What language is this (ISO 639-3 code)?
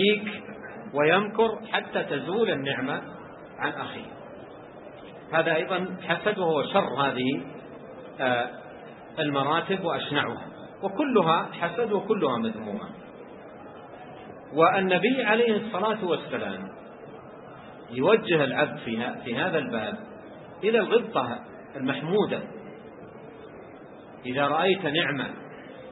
ara